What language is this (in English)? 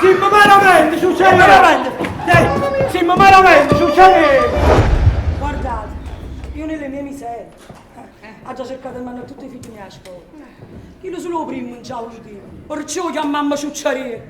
Neapolitan